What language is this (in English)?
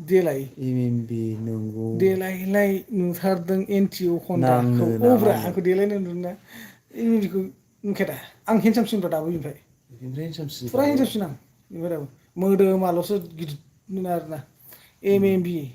Bodo